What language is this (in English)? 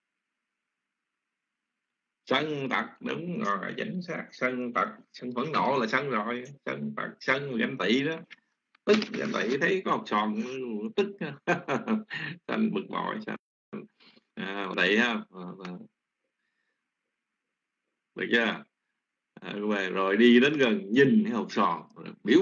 Vietnamese